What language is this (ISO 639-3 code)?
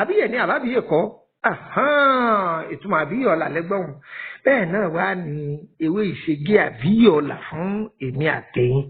yor